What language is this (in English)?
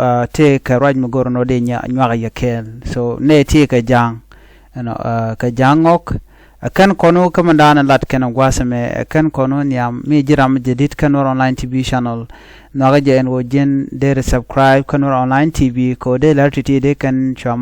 Nuer